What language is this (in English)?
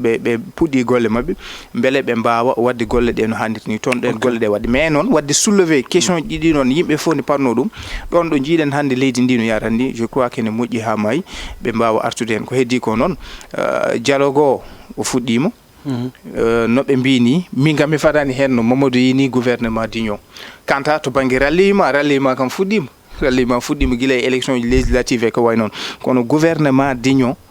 Fula